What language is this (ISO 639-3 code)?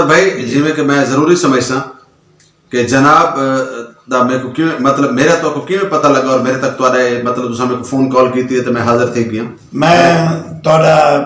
skr